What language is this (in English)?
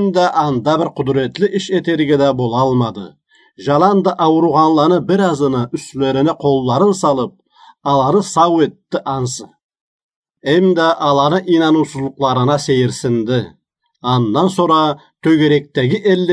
Karachay-Balkar